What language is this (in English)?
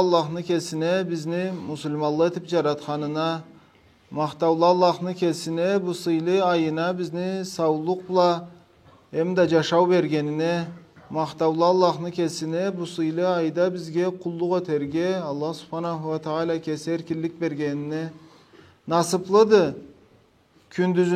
Karachay-Balkar